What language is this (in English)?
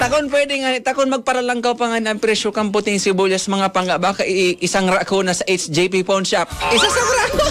Bikol